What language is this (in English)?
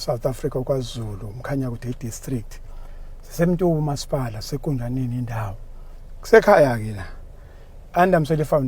Zulu